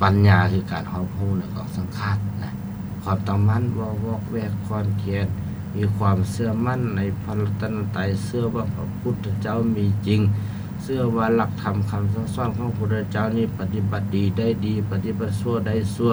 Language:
Lao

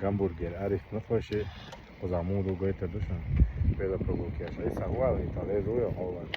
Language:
Chechen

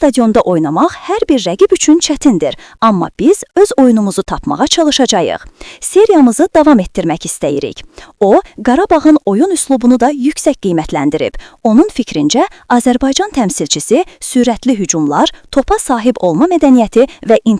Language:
Azerbaijani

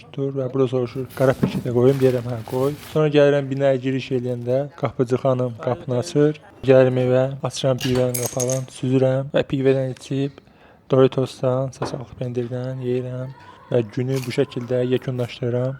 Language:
Azerbaijani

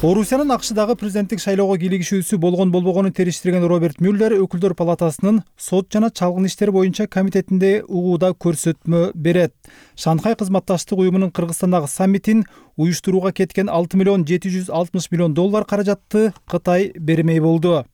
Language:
Kyrgyz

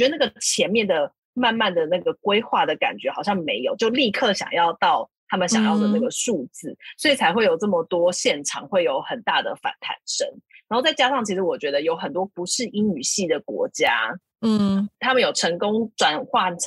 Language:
Chinese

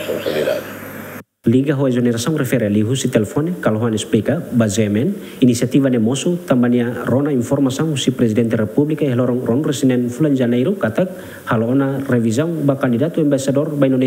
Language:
Tetum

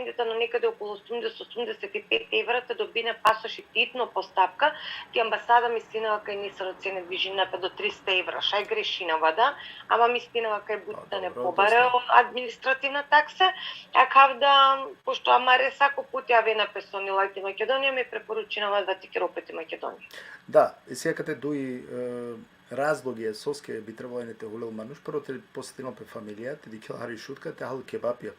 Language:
Balkan Romani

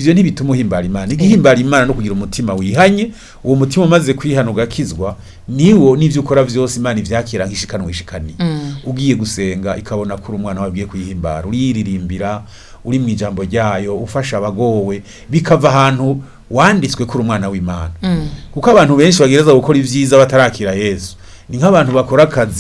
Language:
Rundi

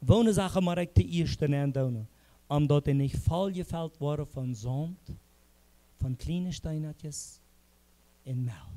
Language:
Plautdietsch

